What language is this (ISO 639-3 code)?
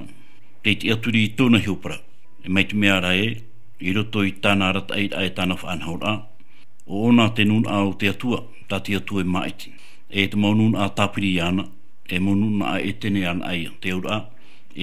tah